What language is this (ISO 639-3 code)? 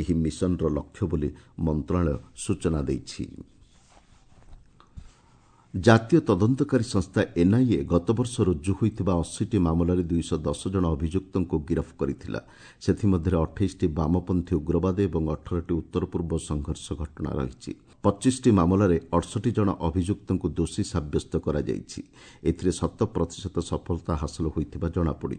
ori